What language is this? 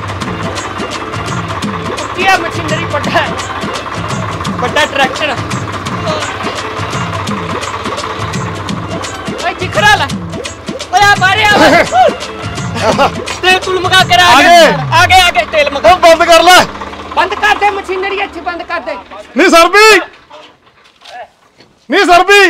Punjabi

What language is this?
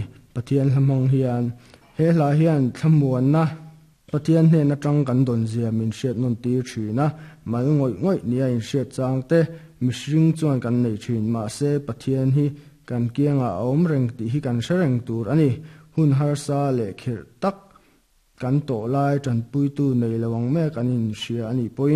Mizo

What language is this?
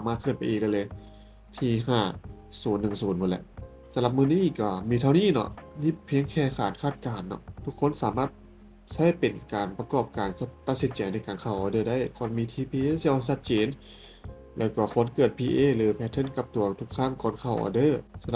Lao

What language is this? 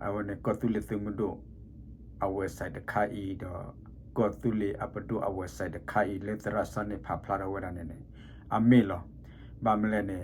S'gaw Karen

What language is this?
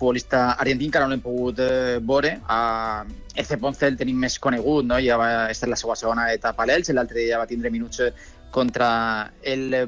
Catalan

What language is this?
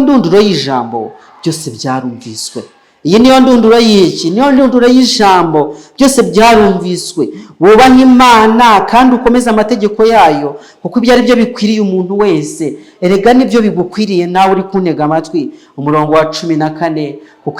Kinyarwanda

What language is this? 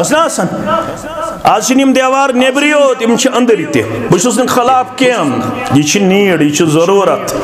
Kashmiri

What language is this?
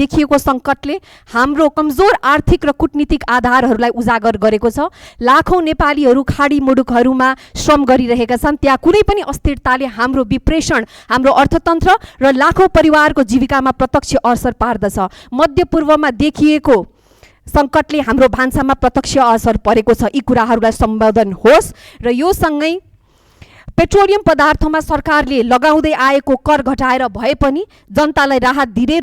Nepali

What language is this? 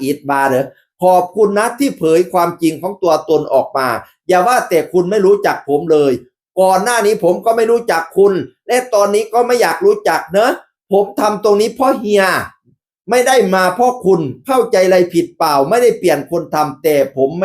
Northeastern Thai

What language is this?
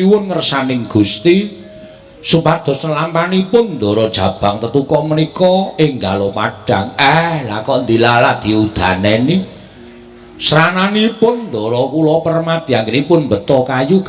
Javanese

